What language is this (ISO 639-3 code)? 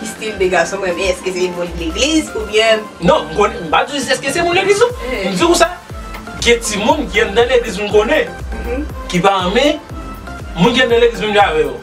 hat